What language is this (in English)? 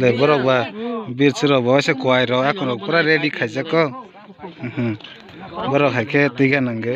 Kok Borok